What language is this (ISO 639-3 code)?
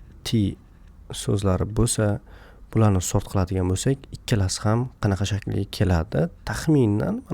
uzb